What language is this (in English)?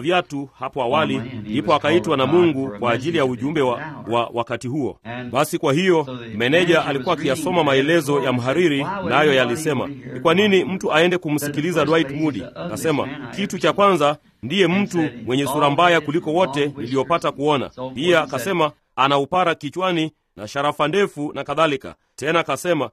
Swahili